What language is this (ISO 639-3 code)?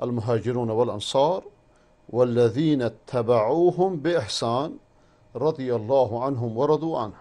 fas